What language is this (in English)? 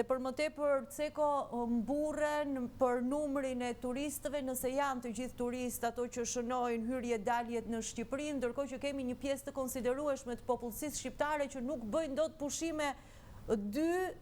Albanian